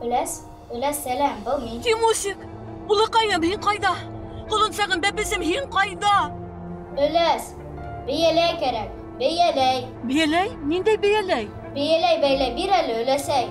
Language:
Bashkir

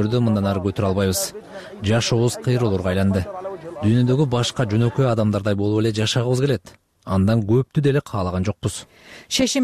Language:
Kyrgyz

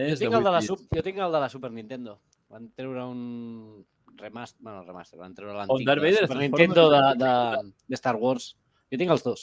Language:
Catalan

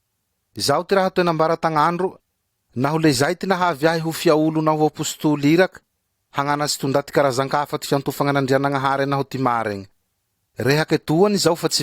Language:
Malagasy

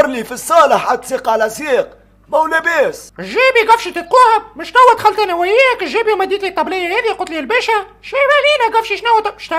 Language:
Tunisian Arabic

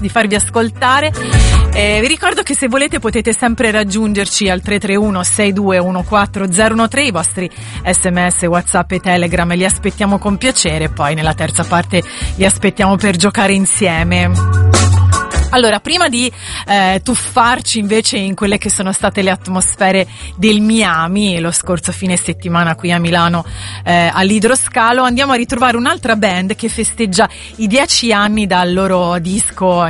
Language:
Italian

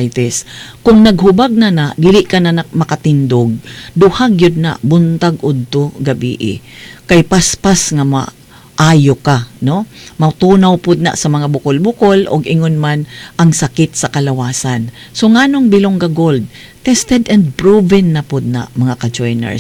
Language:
Cebuano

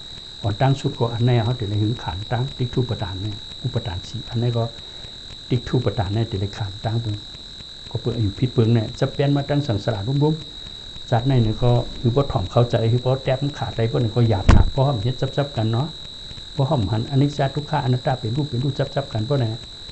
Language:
Shan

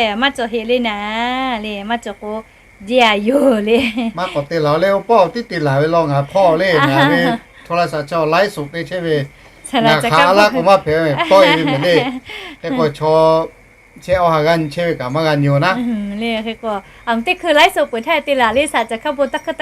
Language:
Lahu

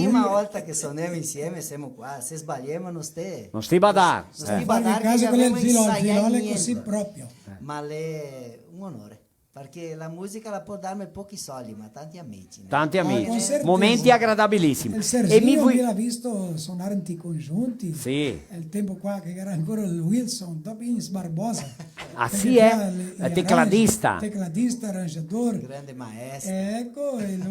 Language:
Venetian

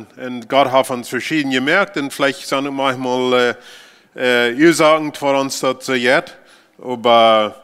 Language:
Plautdietsch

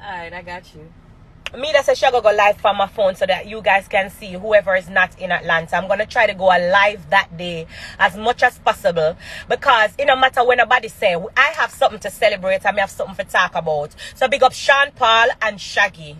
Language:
Jamaican Creole English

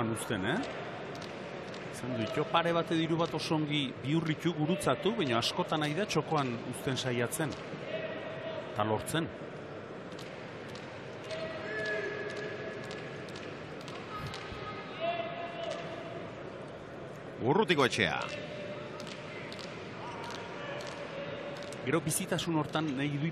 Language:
Basque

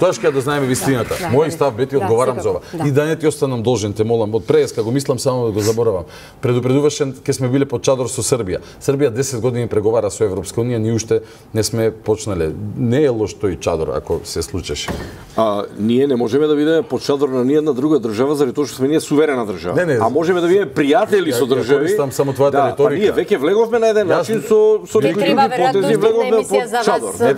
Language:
Macedonian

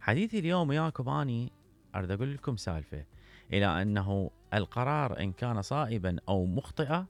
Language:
Mesopotamian Arabic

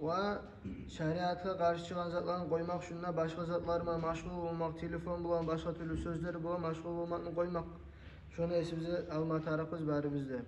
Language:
Kumyk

